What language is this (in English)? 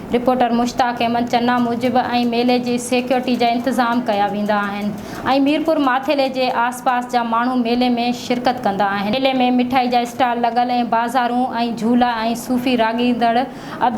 Sindhi